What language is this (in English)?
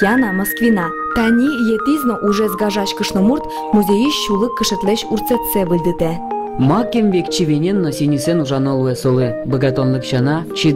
Udmurt